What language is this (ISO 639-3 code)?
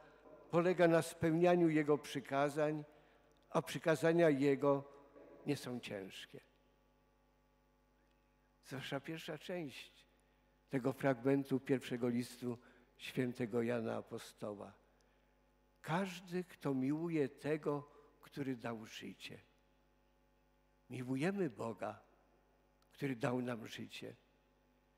pol